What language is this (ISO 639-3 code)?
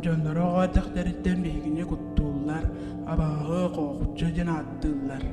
sah